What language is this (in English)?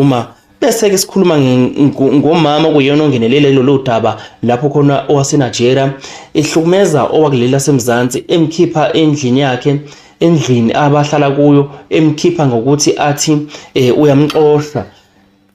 Zulu